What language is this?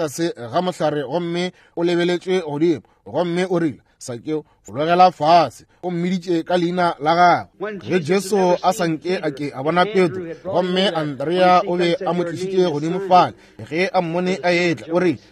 Northern Sotho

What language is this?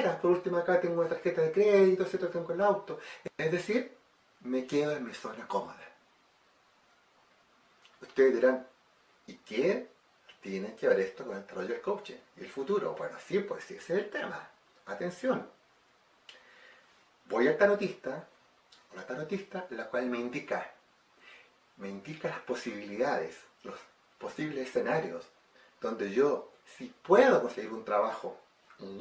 Spanish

